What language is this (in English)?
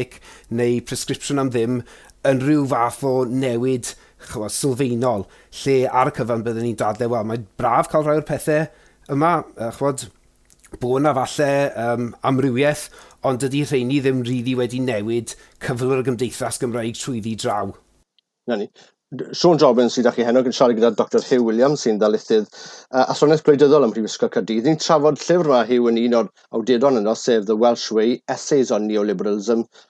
Welsh